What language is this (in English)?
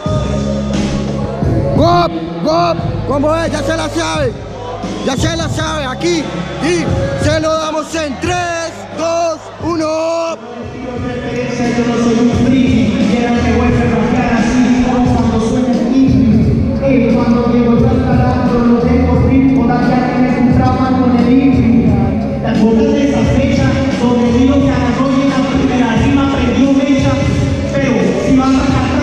Spanish